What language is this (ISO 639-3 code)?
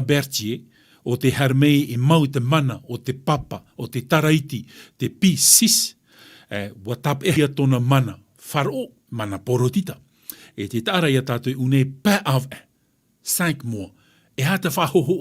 tah